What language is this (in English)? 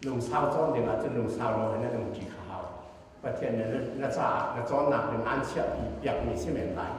Hakha Chin